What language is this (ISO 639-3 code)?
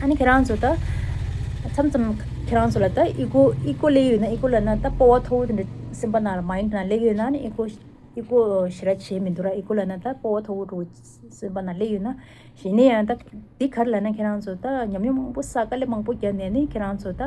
bod